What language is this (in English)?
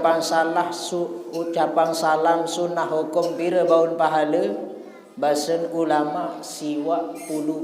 Sasak